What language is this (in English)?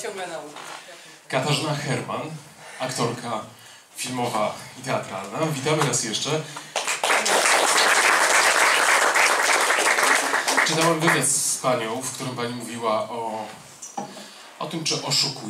Polish